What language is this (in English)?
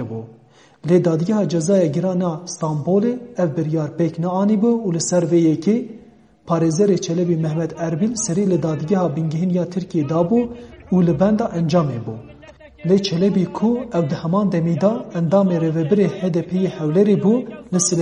Kurdish